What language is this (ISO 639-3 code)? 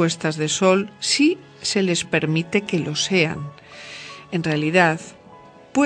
spa